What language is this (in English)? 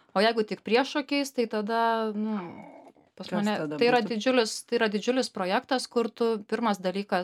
Lithuanian